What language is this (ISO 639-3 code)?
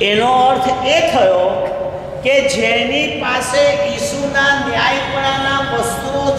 guj